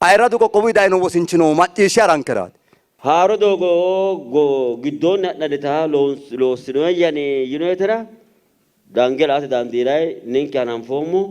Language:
Sidamo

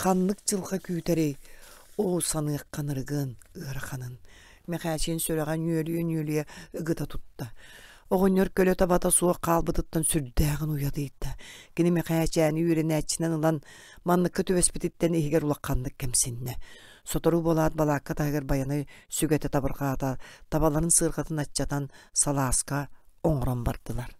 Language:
Yakut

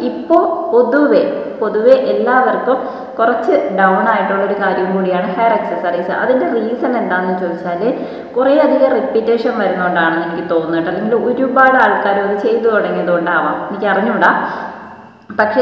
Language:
Malayalam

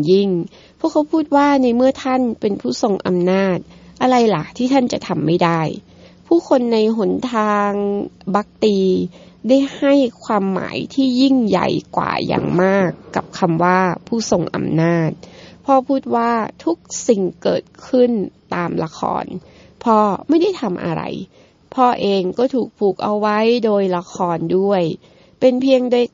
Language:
Thai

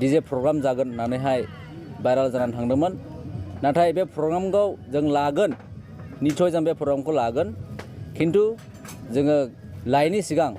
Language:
Bodo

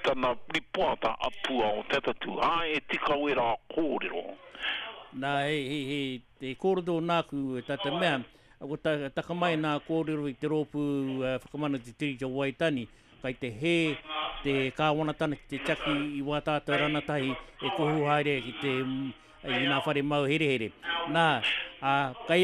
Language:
Māori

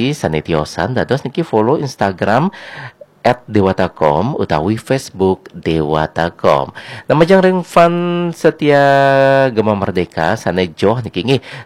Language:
Balinese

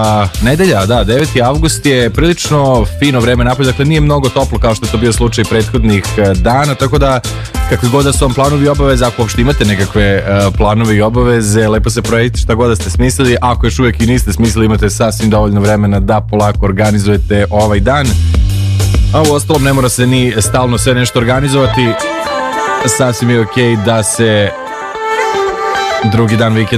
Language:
Serbian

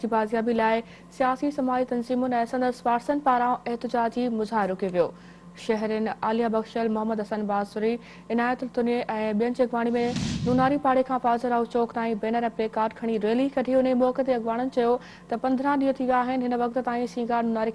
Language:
Sindhi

